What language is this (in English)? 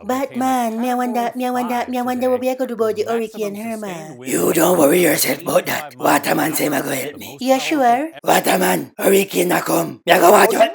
Jamaican Creole English